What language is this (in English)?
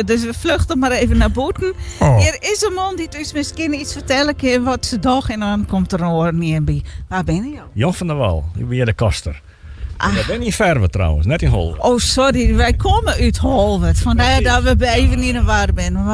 Western Frisian